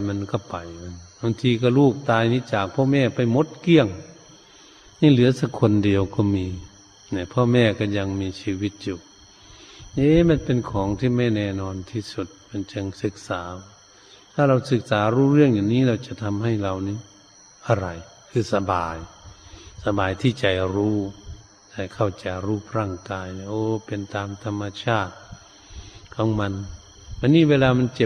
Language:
Thai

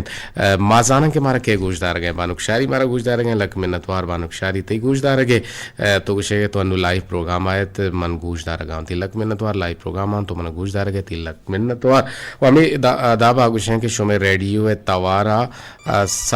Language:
Eastern Balochi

